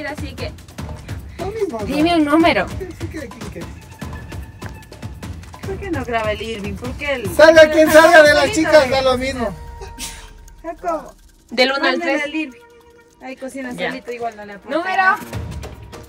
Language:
Spanish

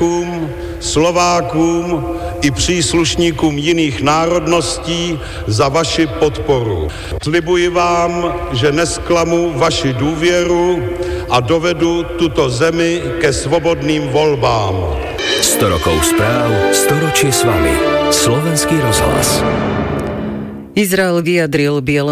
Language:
Slovak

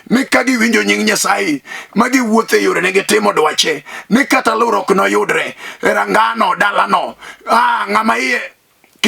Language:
Luo (Kenya and Tanzania)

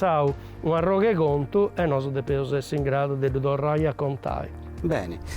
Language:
Sardinian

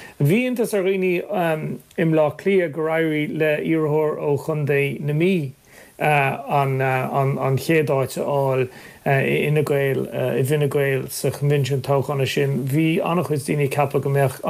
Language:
Irish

